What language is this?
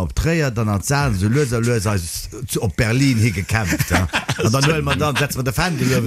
Luxembourgish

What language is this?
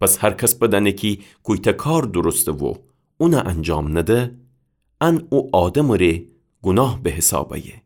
Gilaki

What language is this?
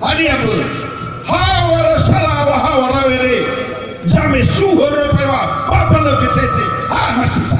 Nias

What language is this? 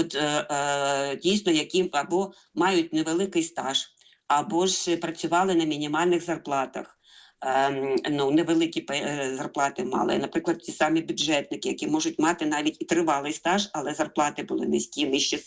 Ukrainian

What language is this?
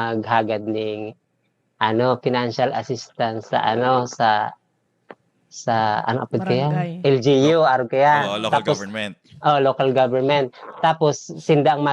Bikol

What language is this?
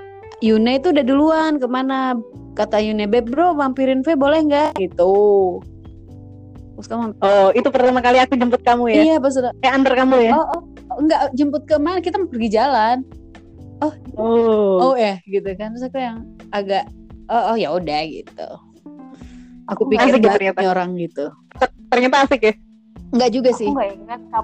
Indonesian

